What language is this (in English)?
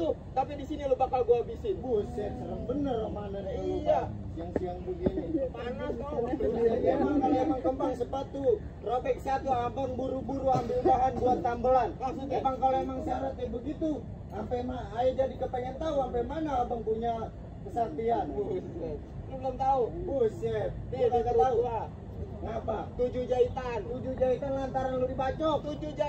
Betawi